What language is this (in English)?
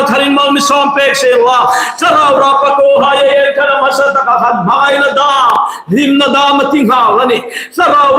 Hmar